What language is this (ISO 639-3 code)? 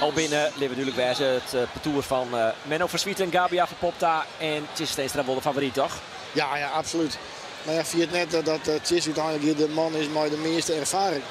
fry